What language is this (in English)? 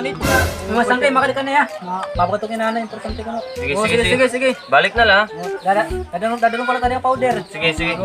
Waray